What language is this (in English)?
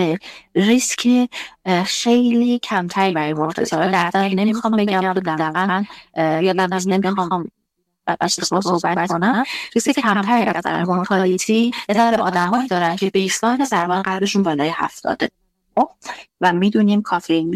Persian